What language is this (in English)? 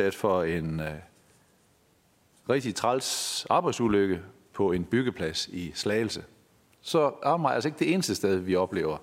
Danish